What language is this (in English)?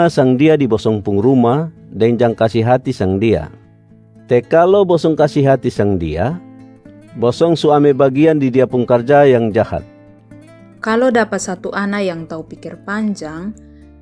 Kupang Malay